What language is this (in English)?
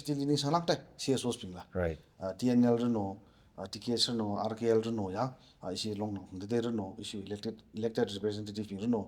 Tangkhul Naga (India)